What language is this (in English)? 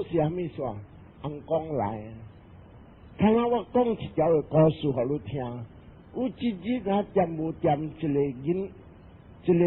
Min Nan Chinese